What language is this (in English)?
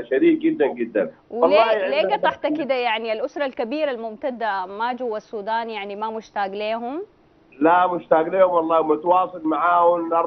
Sudanese Arabic